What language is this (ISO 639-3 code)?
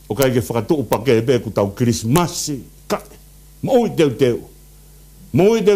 ton